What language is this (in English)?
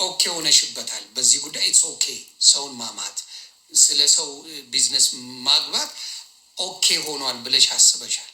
Amharic